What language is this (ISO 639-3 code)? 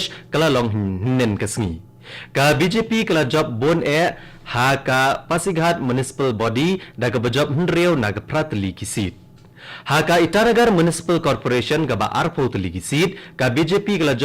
kha